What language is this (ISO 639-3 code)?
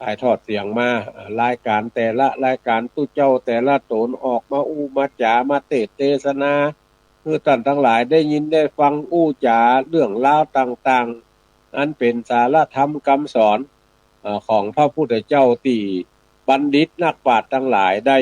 nod